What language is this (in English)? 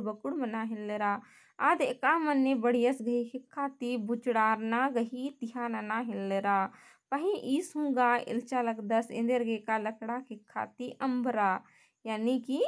Kurukh